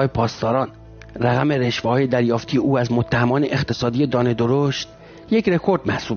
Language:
Persian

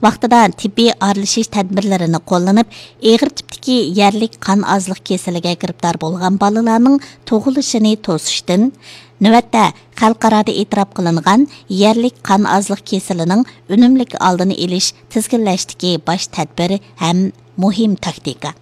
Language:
Uyghur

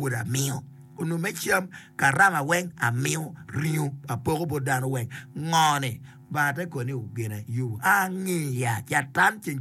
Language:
Acoli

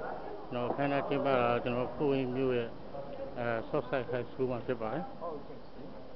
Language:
Burmese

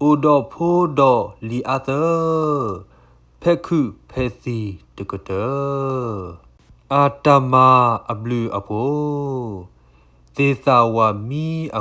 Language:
S'gaw Karen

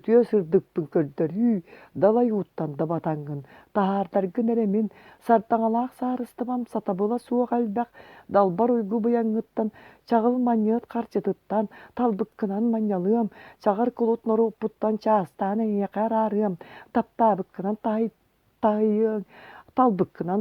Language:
Yakut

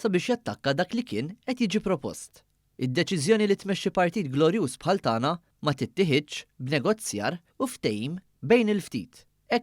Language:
Maltese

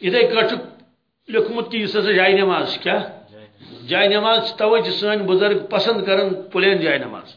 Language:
Kashmiri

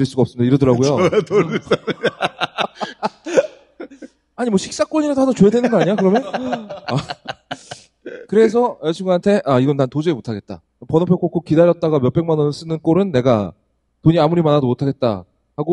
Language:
Korean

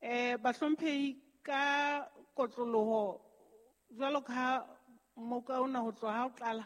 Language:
Southern Sotho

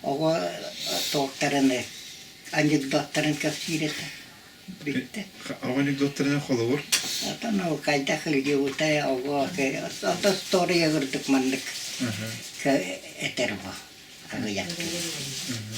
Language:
Yakut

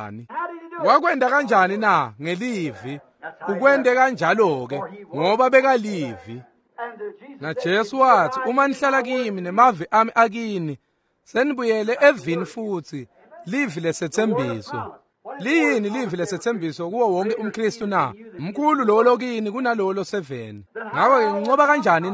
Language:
Swati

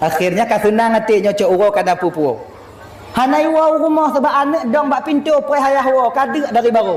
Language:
Achinese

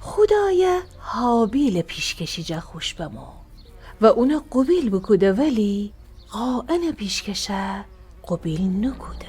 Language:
Gilaki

